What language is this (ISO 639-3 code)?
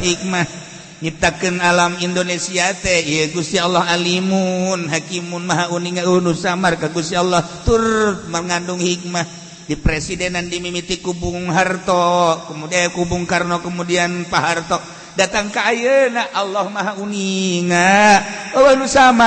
sun